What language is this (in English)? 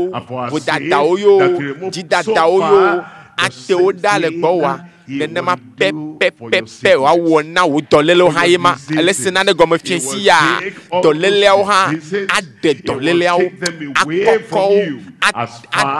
Ewe